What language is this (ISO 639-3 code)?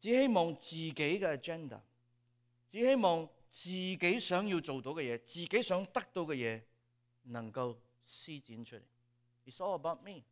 yue